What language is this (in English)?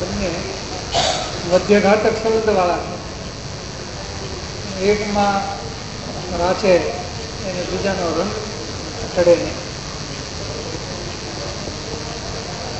Gujarati